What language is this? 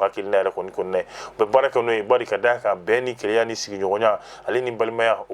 Bambara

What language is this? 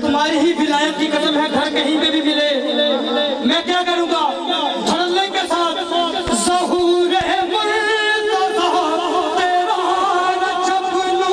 Urdu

